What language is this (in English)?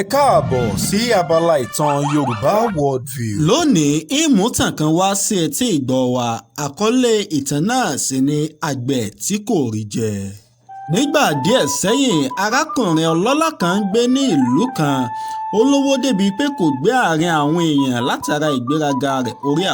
Yoruba